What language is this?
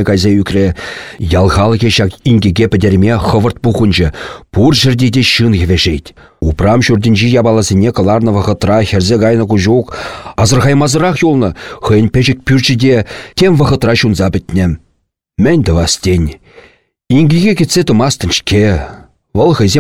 Chuvash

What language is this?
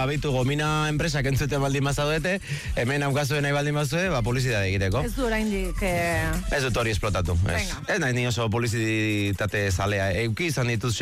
Basque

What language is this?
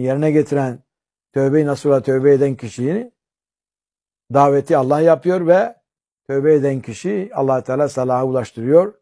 Turkish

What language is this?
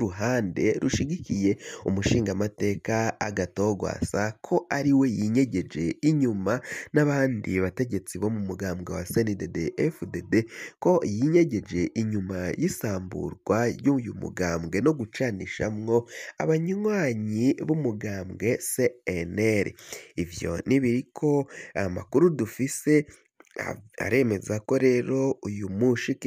Rundi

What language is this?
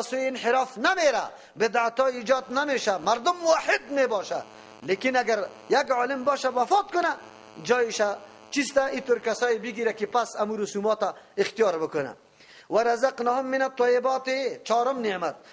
Persian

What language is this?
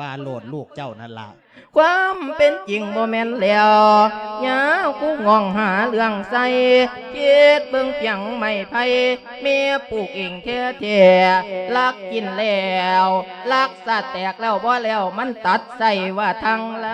Lao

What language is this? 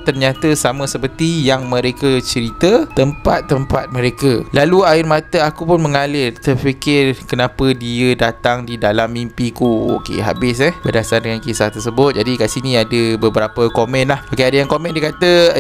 Malay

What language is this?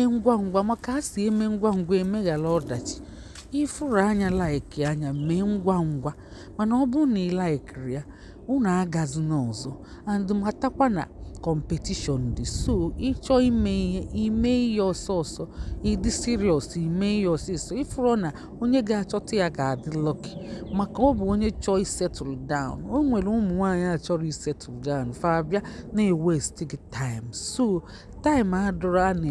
Igbo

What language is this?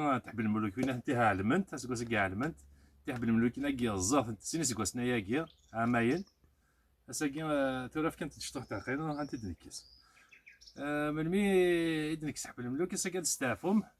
Kabyle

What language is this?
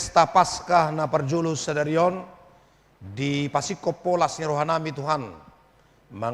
Batak Toba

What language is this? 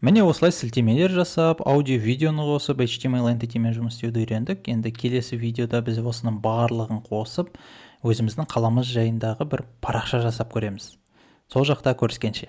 Kazakh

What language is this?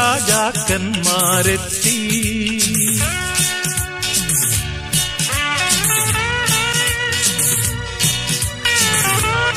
Malayalam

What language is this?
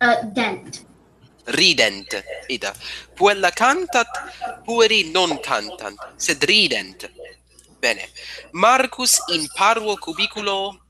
Latin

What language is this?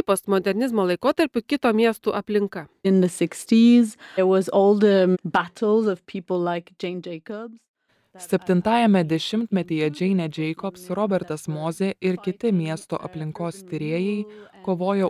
Lithuanian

